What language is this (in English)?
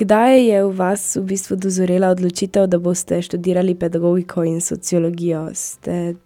Slovenian